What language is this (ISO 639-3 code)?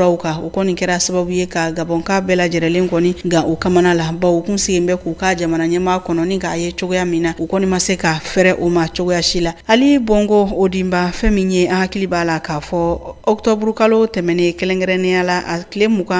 bam